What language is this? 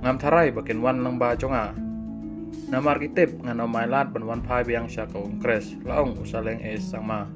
Khasi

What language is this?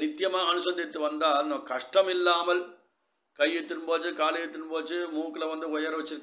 Tamil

